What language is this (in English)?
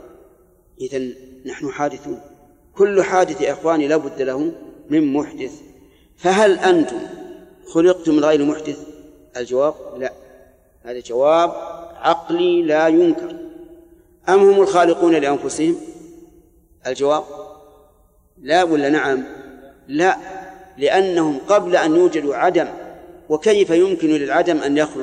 Arabic